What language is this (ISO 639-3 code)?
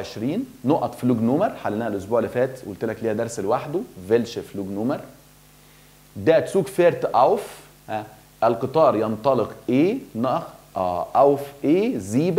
arz